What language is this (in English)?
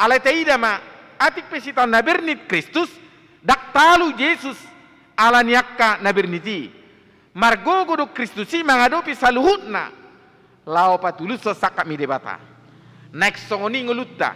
Batak Toba